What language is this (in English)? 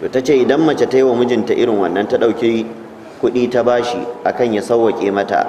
Hausa